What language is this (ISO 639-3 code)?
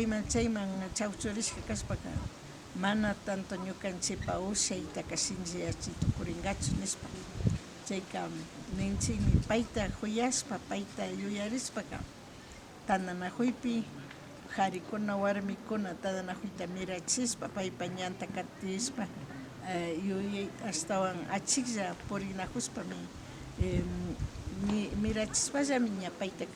qvi